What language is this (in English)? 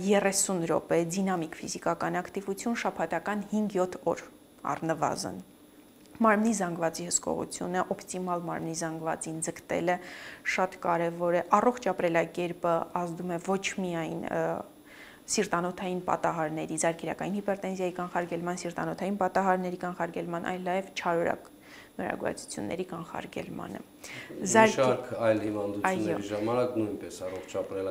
Armenian